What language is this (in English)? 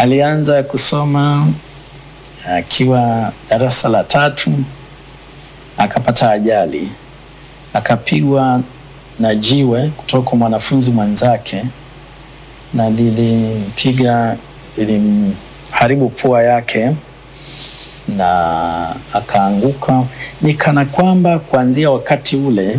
Swahili